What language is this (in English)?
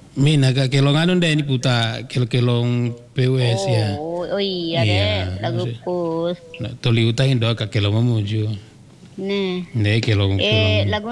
Indonesian